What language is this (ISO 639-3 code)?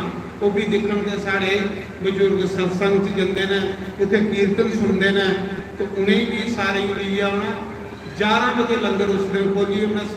doi